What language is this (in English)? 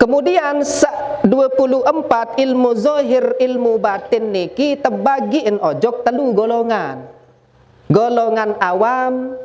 Sasak